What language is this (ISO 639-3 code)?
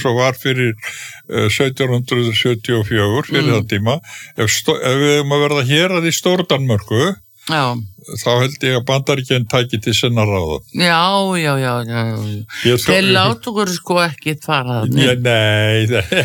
isl